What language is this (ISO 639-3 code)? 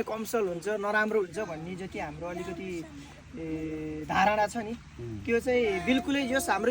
nep